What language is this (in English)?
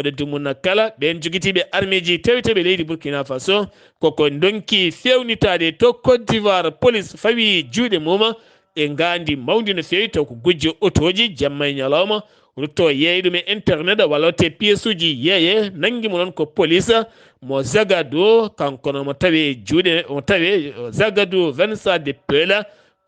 Fula